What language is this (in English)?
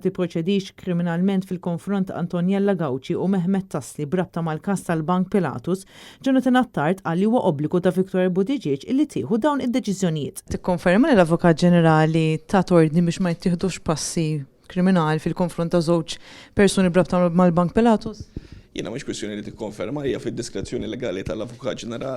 Maltese